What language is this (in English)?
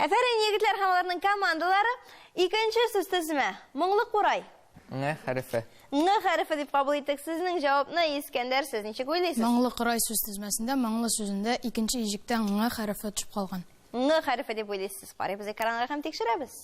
Tatar